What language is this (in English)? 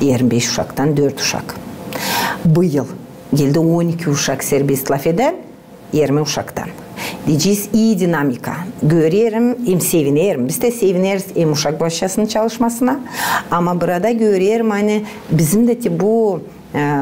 Gagauz